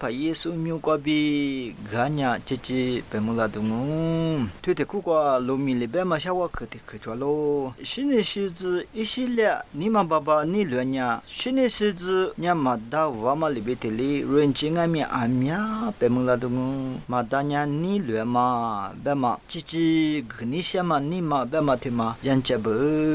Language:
Lisu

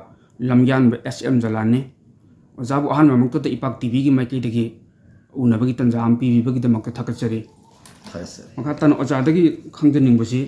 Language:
Manipuri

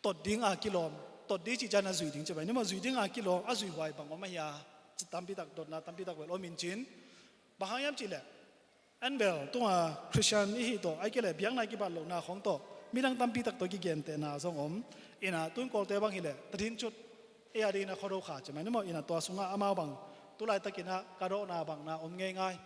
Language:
Tedim Chin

